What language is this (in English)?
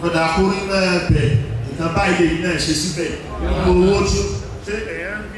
Yoruba